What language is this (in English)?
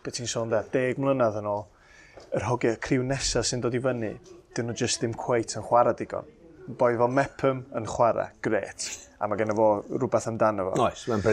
Welsh